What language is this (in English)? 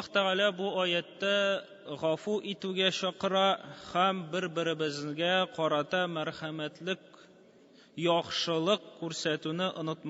Tatar